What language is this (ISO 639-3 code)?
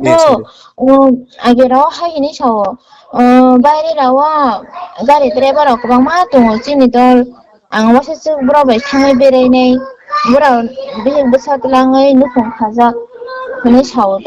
trp